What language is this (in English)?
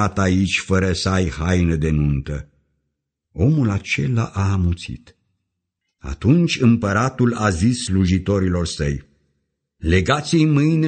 Romanian